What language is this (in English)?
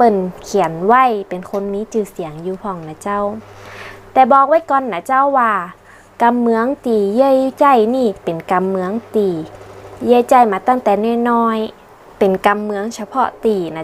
Northern Thai